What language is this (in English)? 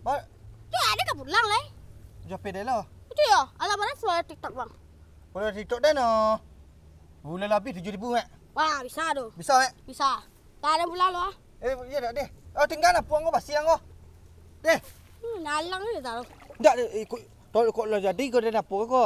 Minangkabau